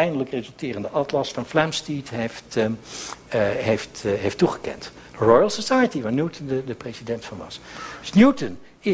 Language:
Dutch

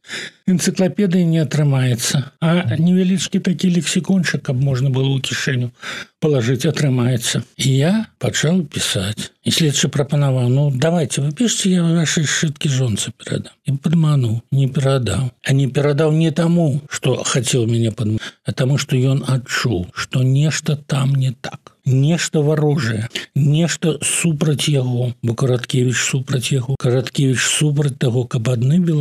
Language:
Belarusian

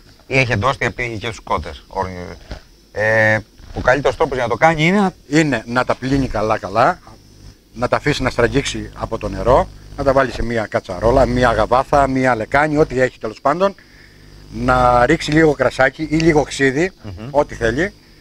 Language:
Greek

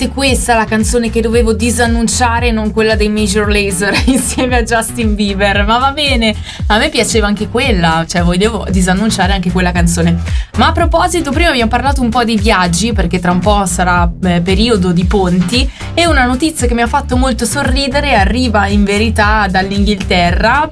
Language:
Italian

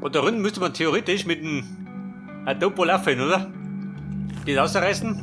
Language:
Bavarian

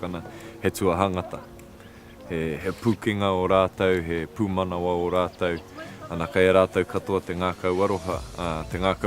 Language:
Māori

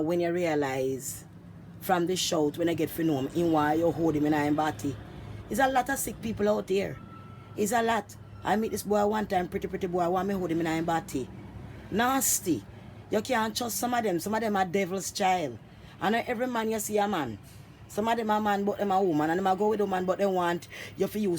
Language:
Jamaican Creole English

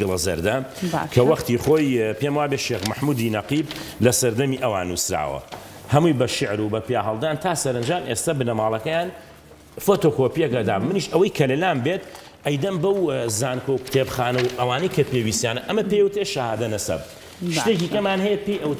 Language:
Central Kurdish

